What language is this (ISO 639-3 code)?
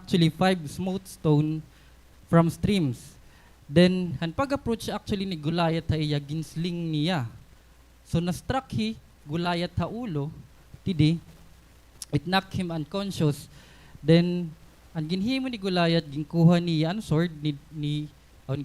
war